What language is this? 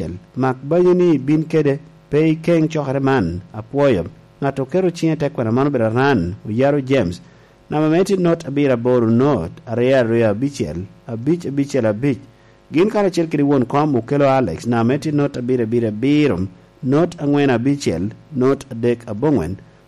Lango (Uganda)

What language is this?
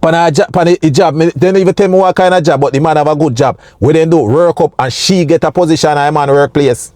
Jamaican Creole English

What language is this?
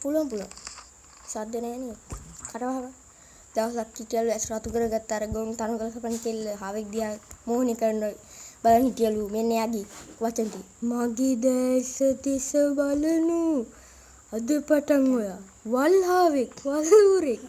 Sinhala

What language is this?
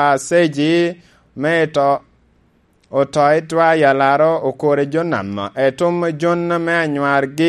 Lango (Uganda)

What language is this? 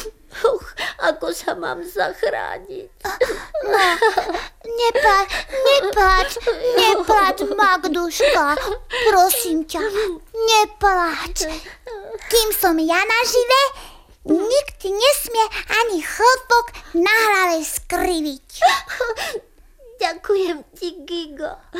Slovak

